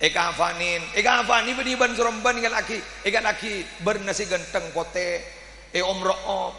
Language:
Madurese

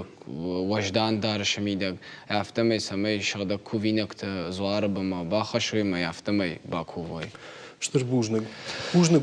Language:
Ossetic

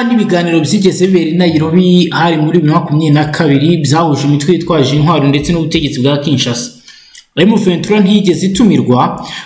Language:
Kinyarwanda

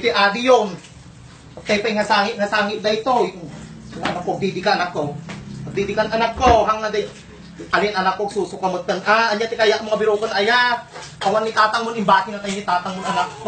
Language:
Iloko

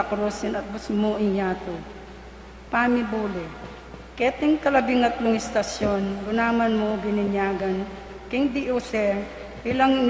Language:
Pampanga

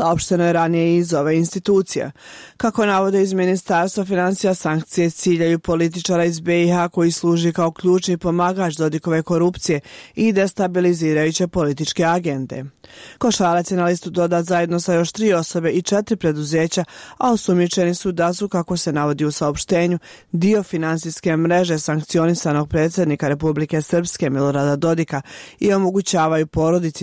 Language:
Bosnian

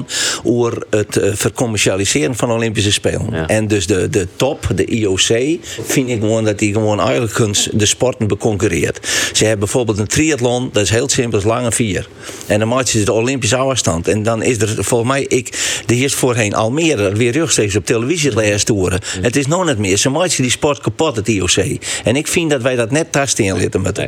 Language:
Western Frisian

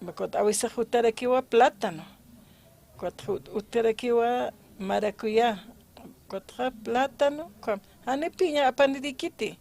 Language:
Aymara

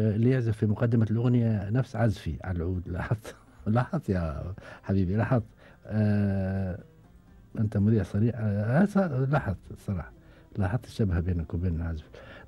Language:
Gulf Arabic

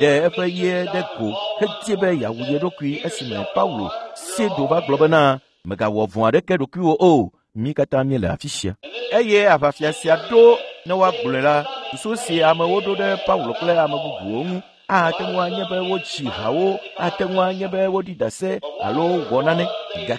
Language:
Ewe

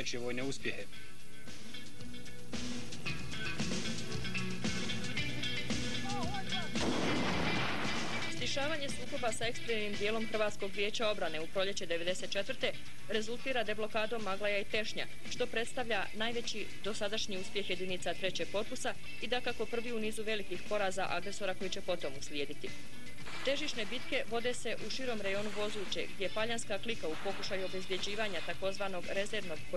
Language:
Bosnian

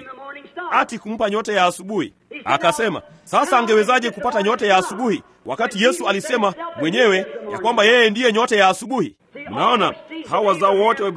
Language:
Swahili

